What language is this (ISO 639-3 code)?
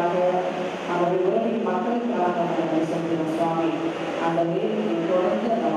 tam